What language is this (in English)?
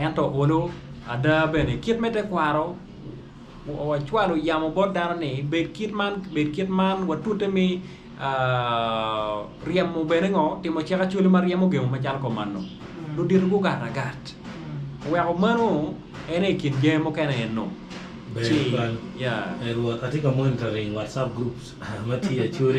Acoli